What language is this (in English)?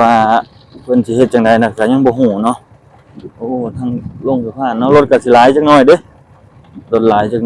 Lao